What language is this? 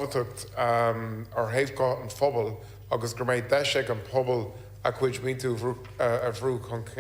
Irish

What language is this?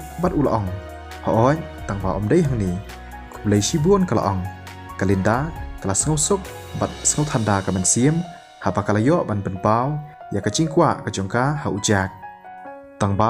Khasi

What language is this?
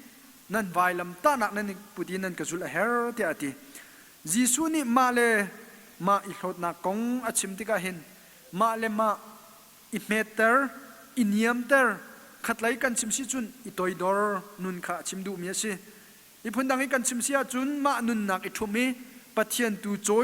Hakha Chin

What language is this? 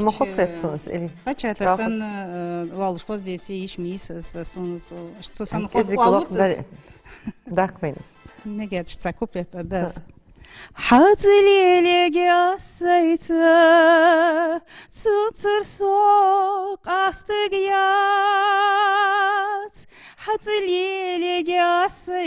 Ingush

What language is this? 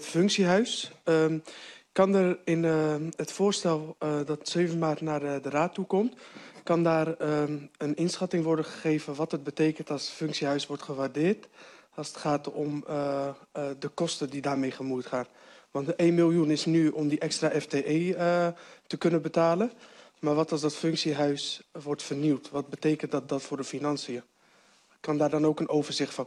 Dutch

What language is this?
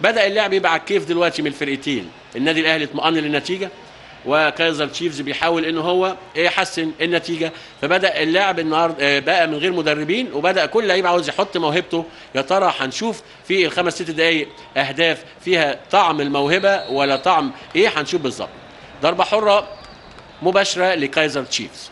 Egyptian Arabic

